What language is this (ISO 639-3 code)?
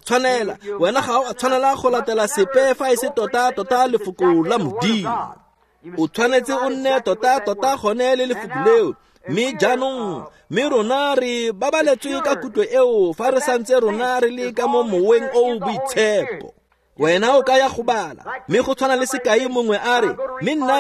tsn